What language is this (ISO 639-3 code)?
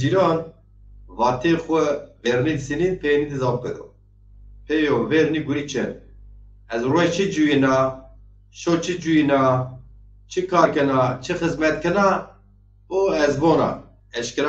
zza